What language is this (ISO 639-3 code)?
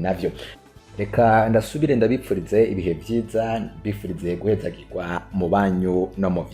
run